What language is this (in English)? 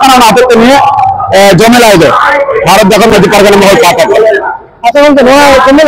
Santali